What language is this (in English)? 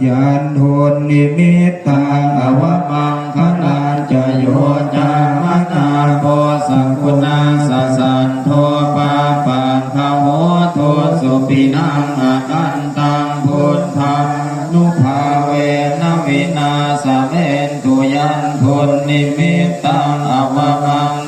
Pali